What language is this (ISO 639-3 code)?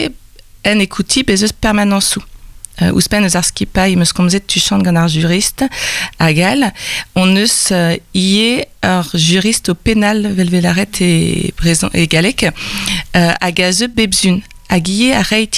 bre